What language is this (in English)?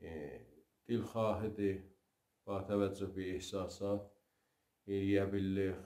South Azerbaijani